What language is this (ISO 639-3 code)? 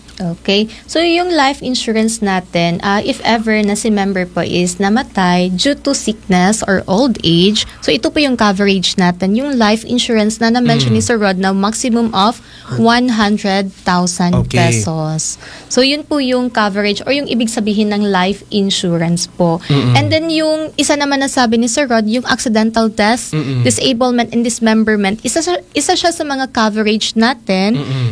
fil